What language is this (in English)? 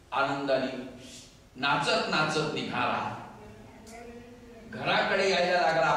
Marathi